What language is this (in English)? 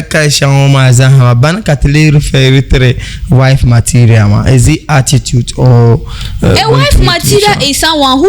Dagbani